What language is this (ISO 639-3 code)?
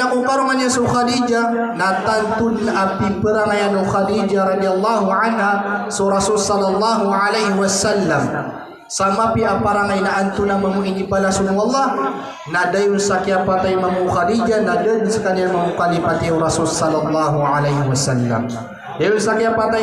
mrw